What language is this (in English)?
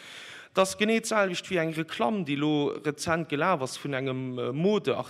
Luxembourgish